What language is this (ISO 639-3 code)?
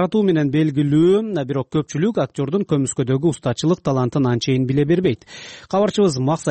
kir